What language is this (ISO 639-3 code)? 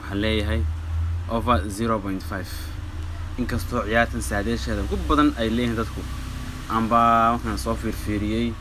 som